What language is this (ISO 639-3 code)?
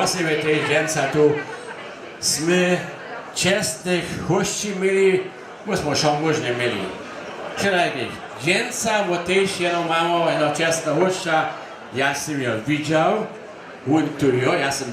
hsb